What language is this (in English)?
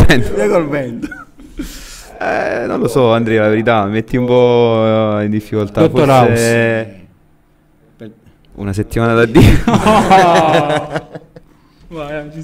Italian